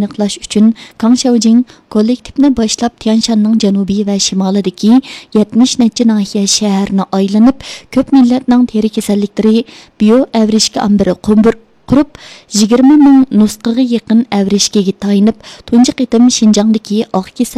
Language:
Uyghur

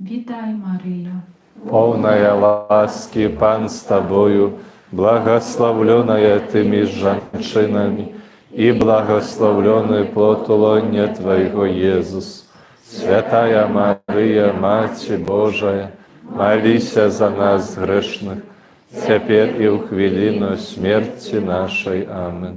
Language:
Belarusian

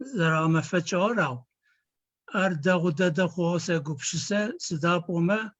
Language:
Adyghe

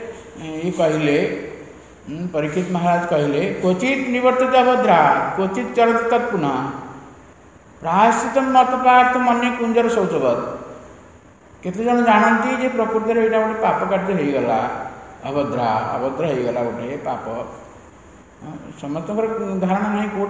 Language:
Odia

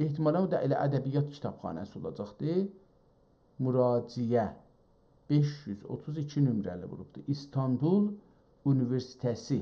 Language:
South Azerbaijani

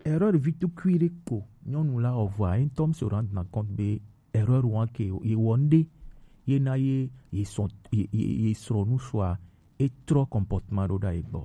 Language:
Gen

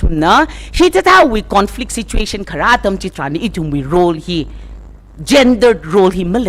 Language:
Tangkhul Naga (India)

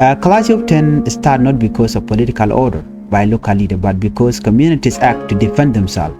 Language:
Nuer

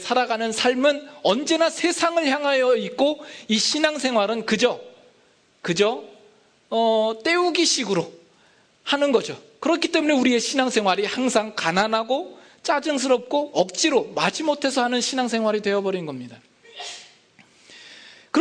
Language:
Korean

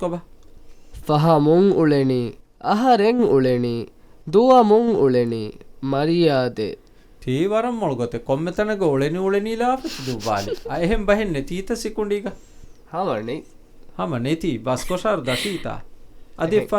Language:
Divehi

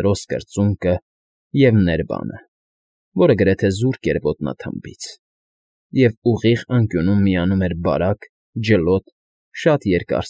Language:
Armenian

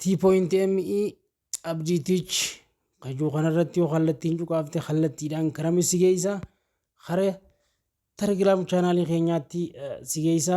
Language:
Oromo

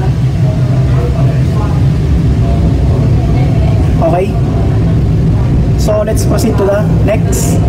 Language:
Filipino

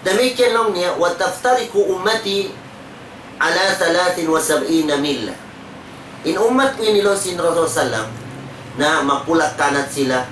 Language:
Tausug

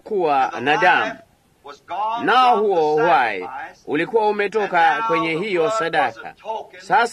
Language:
Swahili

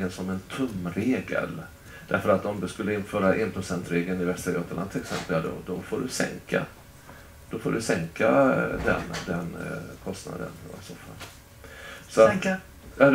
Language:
Swedish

